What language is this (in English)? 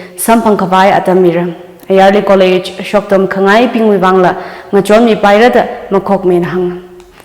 Tangkhul Naga (India)